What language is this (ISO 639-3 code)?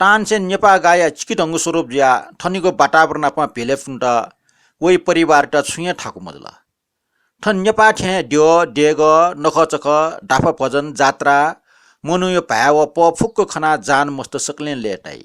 new